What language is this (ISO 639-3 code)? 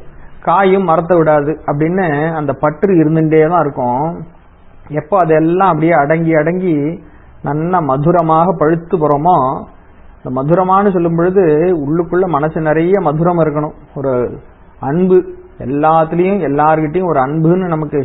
tam